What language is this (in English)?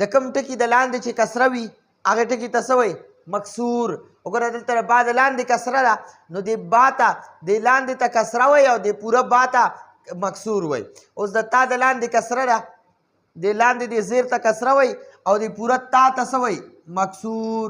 Pashto